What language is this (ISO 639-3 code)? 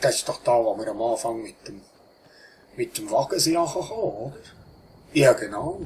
gsw